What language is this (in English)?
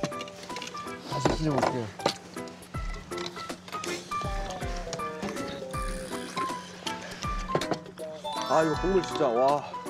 Korean